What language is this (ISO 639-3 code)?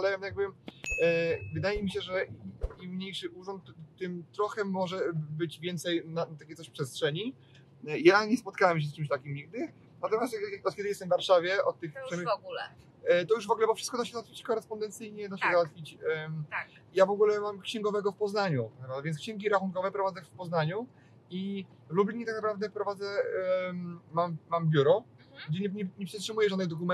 pol